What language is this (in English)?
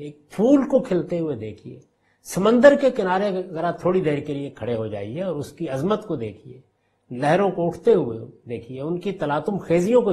Urdu